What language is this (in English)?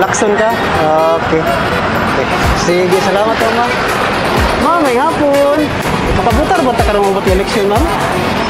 Cebuano